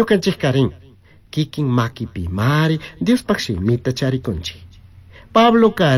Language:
Chimborazo Highland Quichua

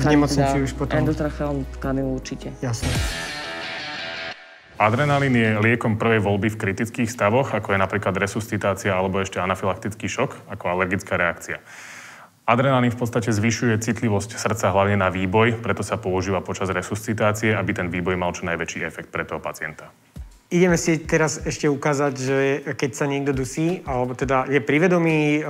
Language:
Slovak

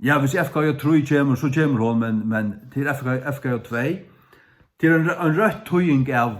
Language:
Faroese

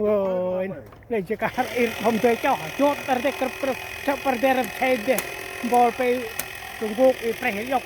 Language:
Central Mnong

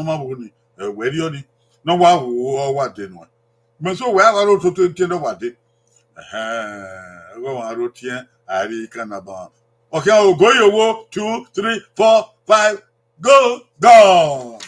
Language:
Bini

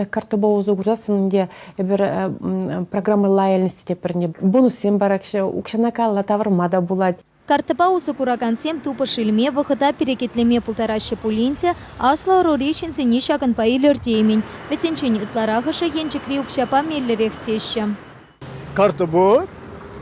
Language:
Chuvash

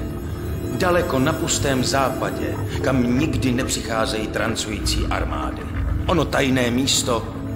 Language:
Czech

